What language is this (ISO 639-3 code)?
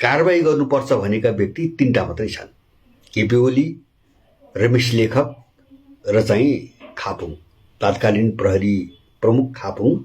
nep